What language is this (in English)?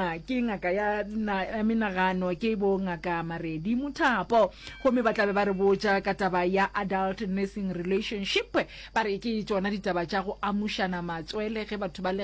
Northern Sotho